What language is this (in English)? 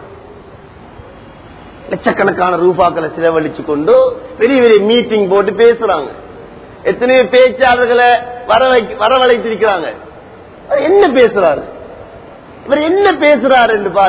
Tamil